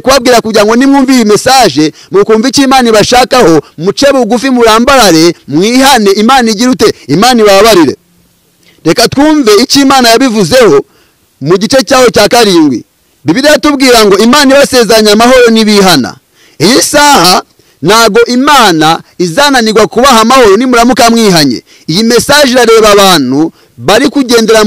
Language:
Kinyarwanda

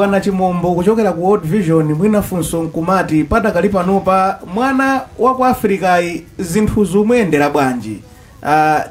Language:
Nyanja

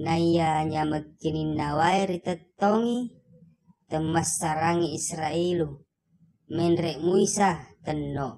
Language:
Buginese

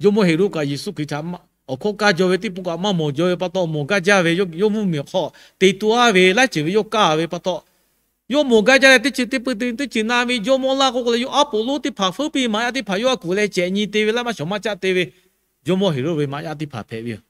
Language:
Lahu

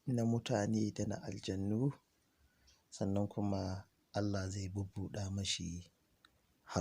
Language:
Hausa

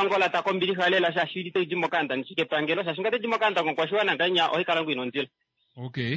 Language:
Kuanyama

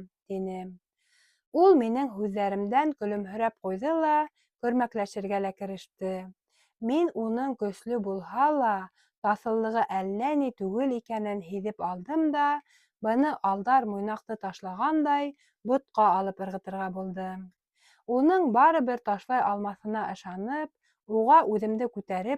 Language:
Bashkir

